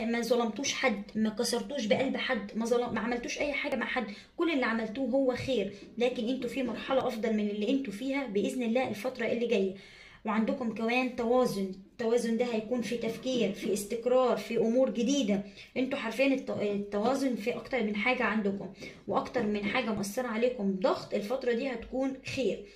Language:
Egyptian Arabic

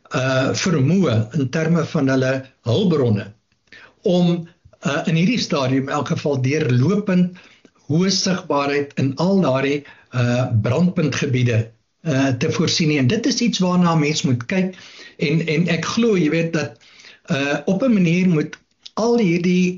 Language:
Afrikaans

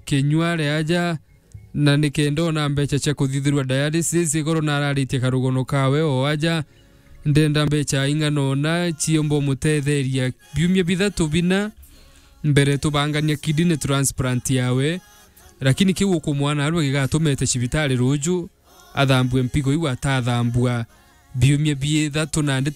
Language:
Meru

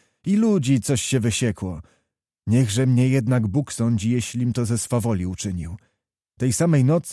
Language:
Polish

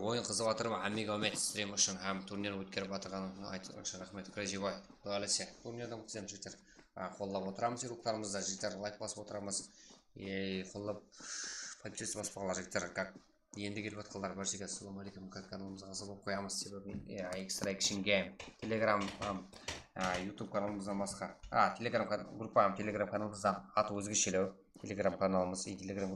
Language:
Kara-Kalpak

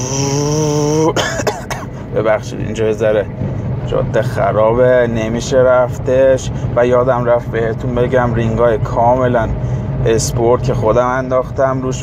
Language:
Persian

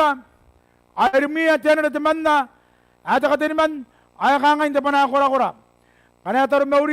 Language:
Gilbertese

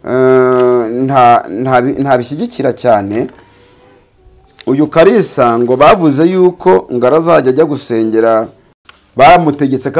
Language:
Kinyarwanda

